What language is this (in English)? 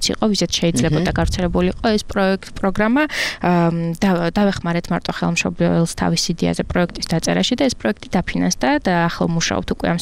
Georgian